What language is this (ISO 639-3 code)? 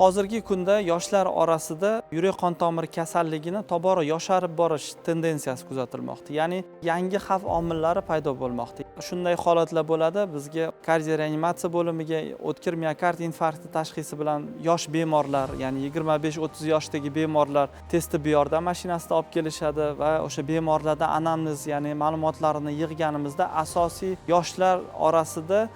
uzb